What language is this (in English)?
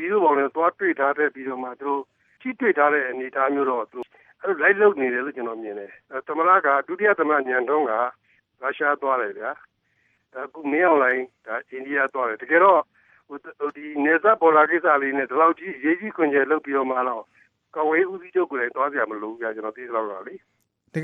Burmese